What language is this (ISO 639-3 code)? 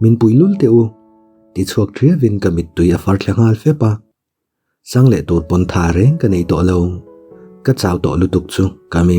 lus